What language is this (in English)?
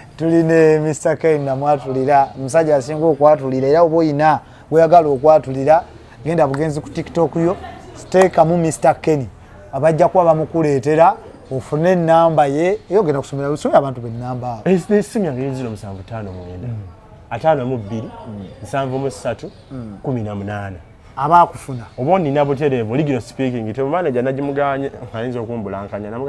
Ganda